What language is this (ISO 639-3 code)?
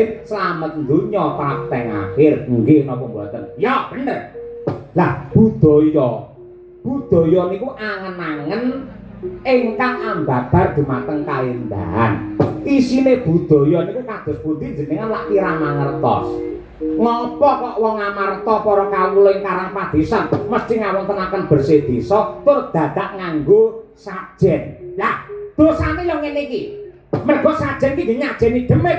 jav